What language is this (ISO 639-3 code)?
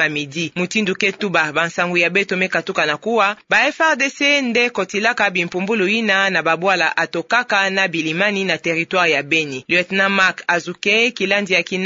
ktu